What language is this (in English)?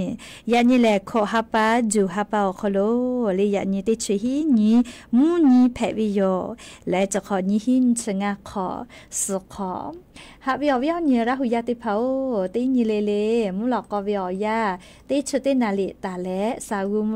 Lahu